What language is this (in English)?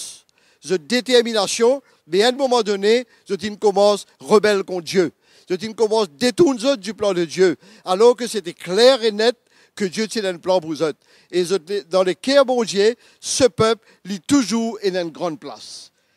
Morisyen